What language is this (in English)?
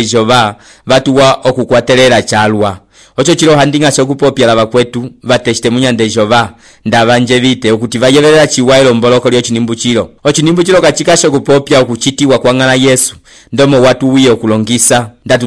Umbundu